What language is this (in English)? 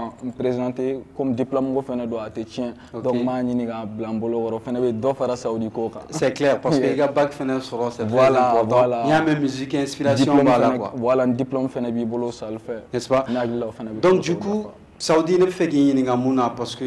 Bambara